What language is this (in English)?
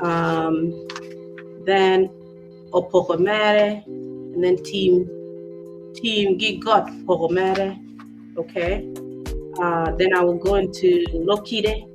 Acoli